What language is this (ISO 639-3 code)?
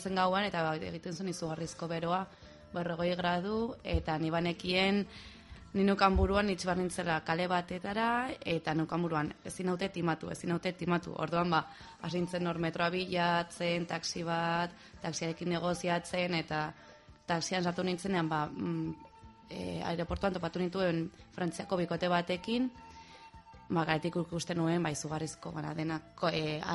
eus